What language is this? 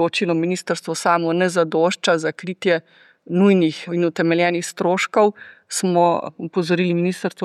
Slovenian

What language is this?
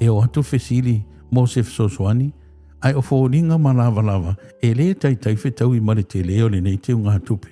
Samoan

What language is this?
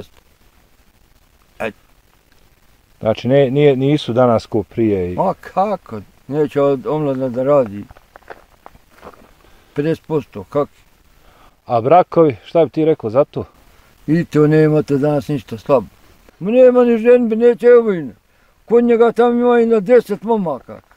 Bosnian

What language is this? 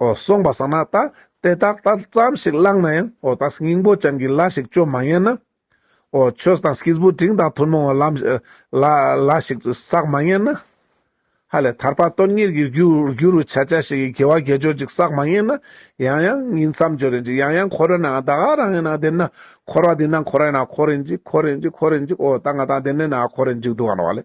Ladakhi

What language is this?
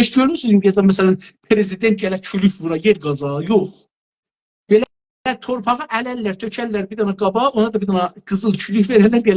South Azerbaijani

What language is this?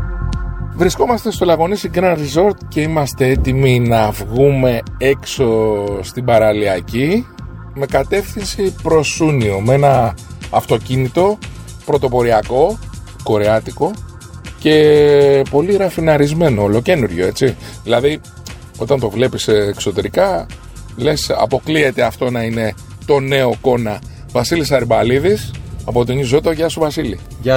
Greek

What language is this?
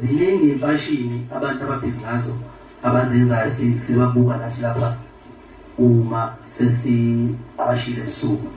Zulu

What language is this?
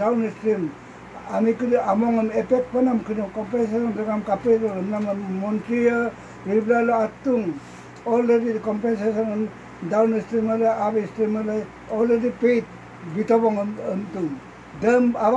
Adi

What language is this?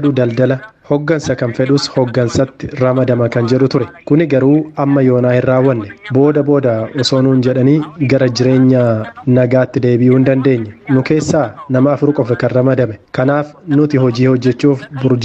Oromo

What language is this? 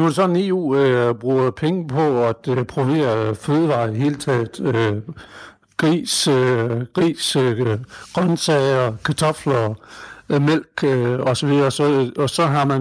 Danish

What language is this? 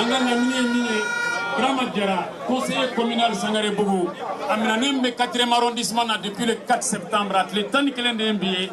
Bambara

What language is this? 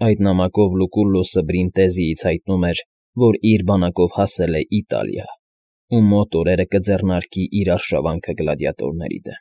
Armenian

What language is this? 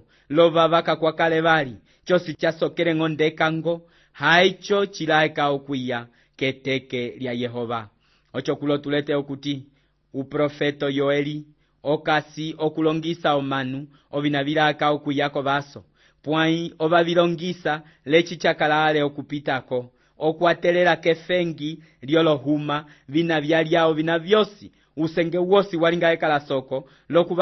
Umbundu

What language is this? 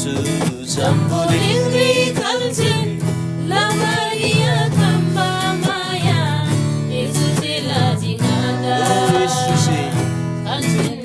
Eastern Tamang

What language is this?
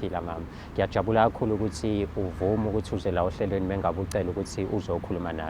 Zulu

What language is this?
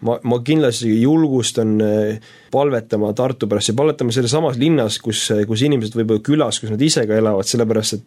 Estonian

